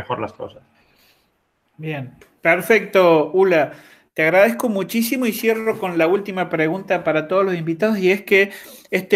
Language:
Spanish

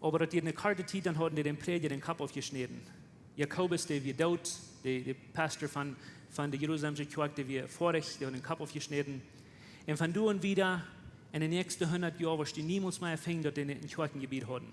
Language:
Plautdietsch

